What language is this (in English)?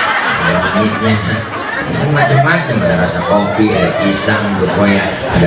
Betawi